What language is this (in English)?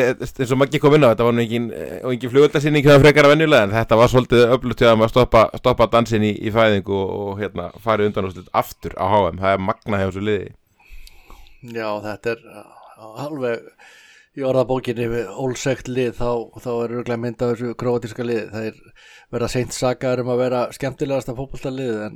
Icelandic